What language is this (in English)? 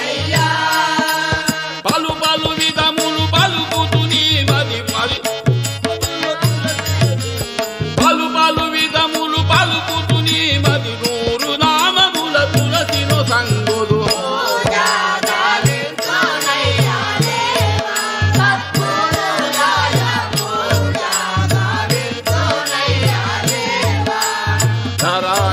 Telugu